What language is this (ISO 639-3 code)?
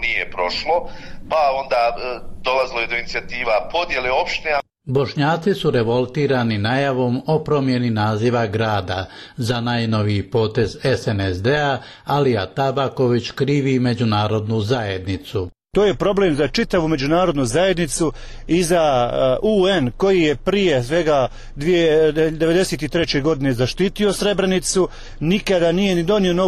bos